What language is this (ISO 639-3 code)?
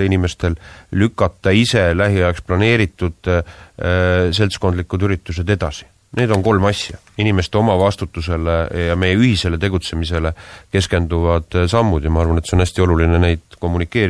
est